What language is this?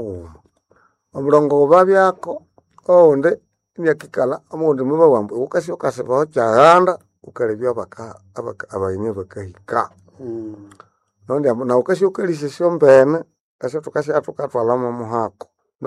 Nande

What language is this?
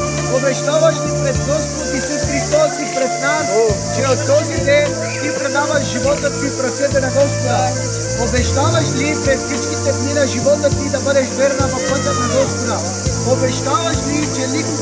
Bulgarian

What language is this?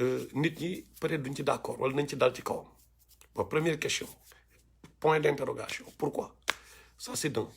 Wolof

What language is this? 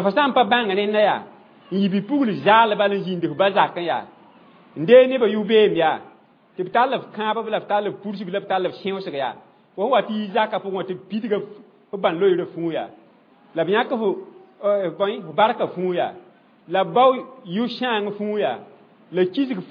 Mossi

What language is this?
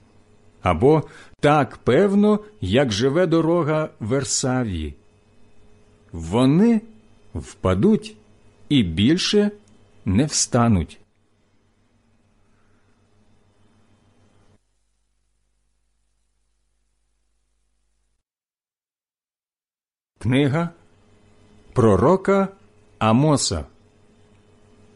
Ukrainian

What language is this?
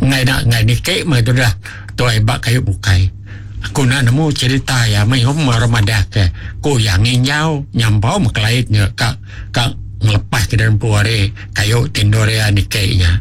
Iban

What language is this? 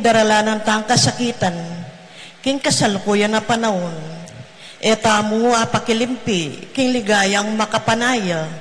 Pampanga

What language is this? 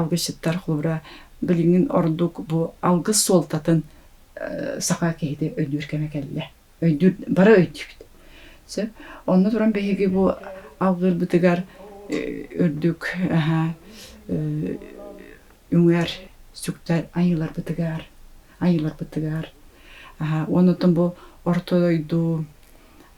Yakut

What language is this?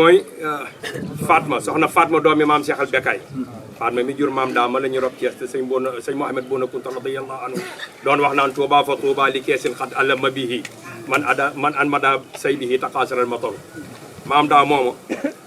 Wolof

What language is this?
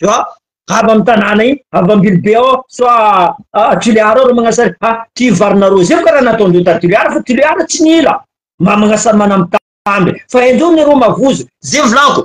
Malagasy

